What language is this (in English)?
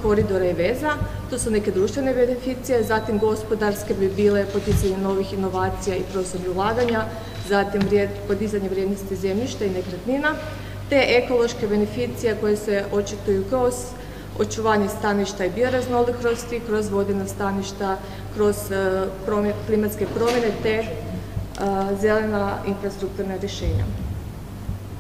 Croatian